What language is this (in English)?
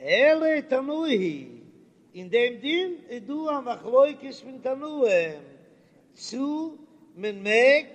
Yiddish